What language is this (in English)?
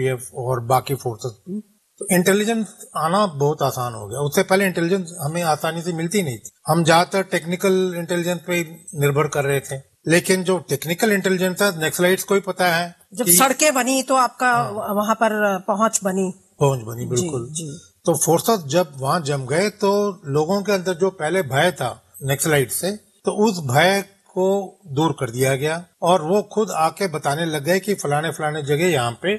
Hindi